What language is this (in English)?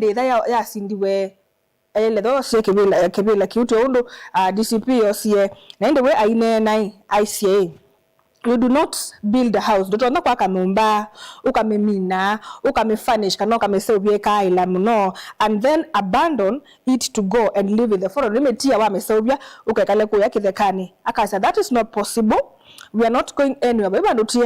Kamba